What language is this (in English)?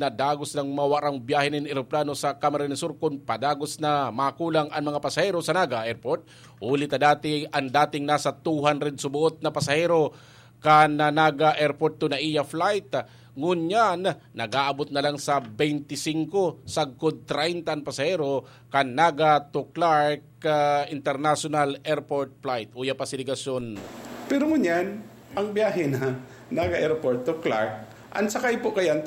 Bikol